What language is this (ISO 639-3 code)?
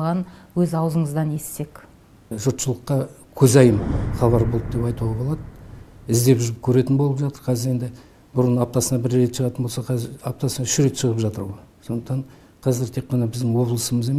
kaz